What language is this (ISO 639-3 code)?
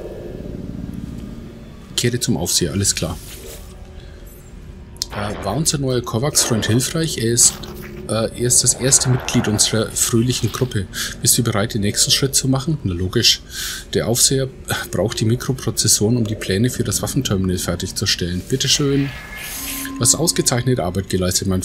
deu